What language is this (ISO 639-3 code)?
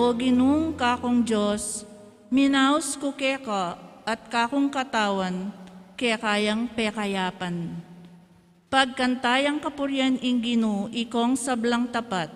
pam